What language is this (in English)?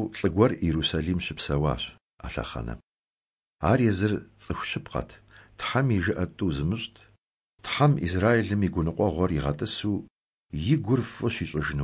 Kabardian